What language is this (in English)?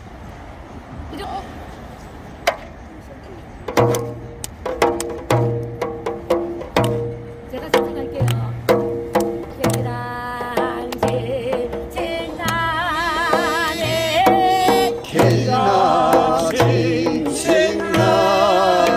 Korean